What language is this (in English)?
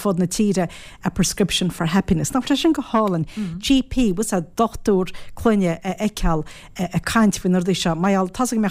Irish